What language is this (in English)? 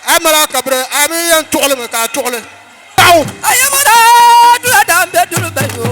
Dagbani